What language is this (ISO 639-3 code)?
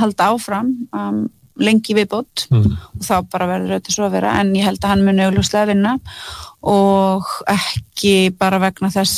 isl